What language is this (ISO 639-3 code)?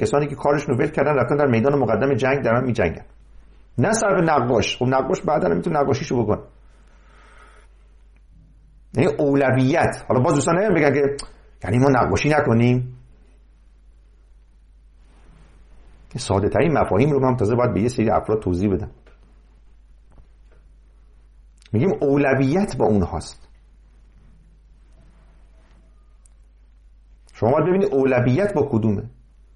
fas